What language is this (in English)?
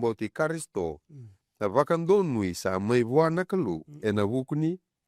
Fijian